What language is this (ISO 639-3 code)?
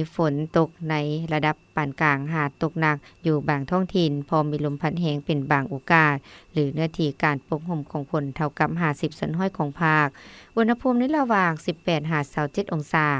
lao